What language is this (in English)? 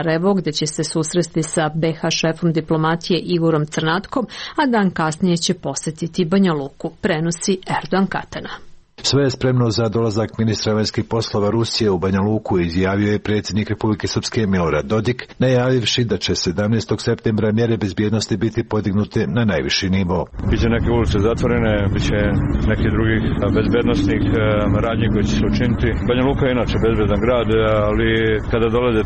Serbian